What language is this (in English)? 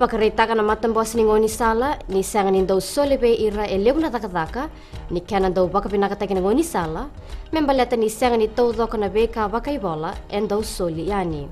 Fijian